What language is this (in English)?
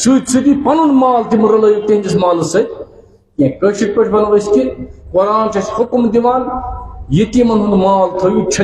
Kashmiri